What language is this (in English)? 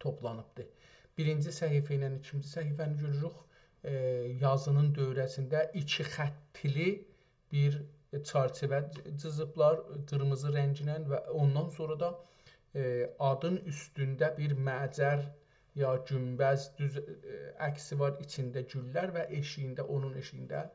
South Azerbaijani